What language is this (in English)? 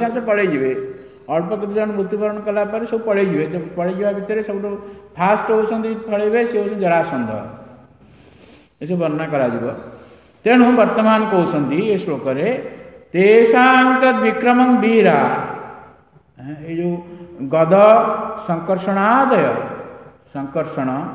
Odia